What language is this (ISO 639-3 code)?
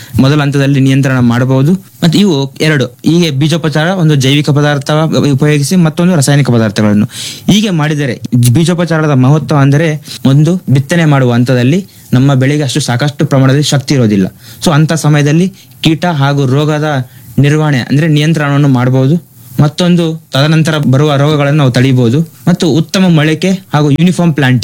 kan